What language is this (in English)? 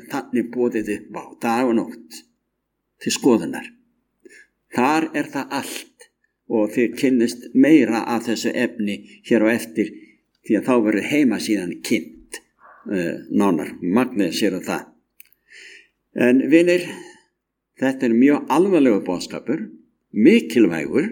Icelandic